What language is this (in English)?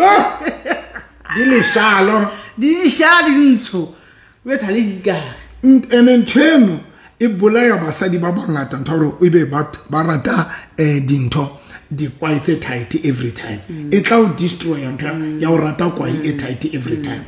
Southern Sotho